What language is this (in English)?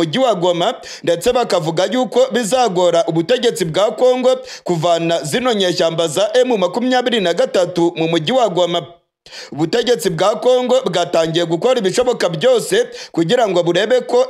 Kinyarwanda